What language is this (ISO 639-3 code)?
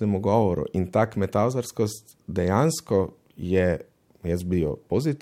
slv